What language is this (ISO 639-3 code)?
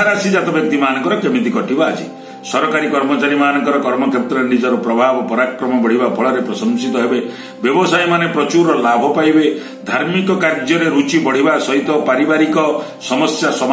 ori